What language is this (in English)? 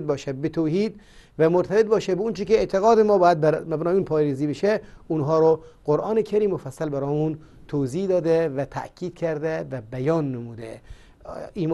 Persian